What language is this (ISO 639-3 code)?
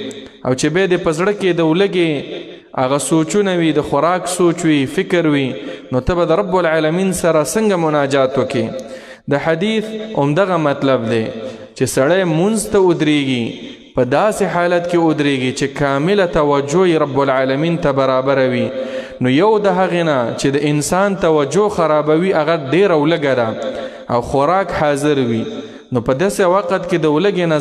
pus